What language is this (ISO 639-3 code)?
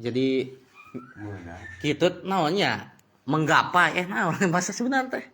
sun